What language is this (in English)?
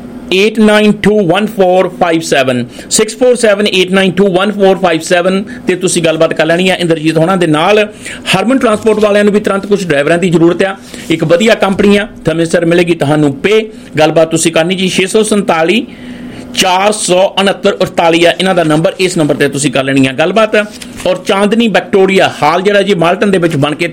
Punjabi